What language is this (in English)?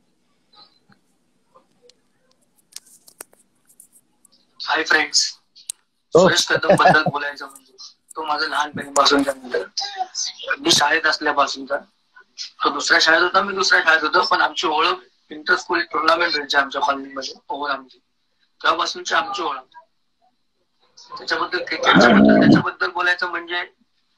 Marathi